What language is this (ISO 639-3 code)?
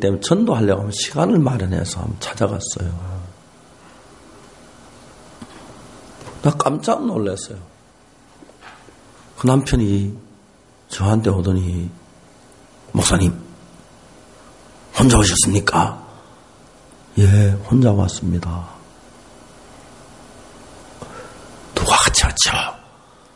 kor